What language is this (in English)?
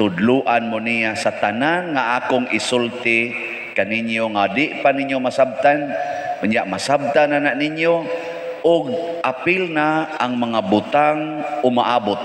Cebuano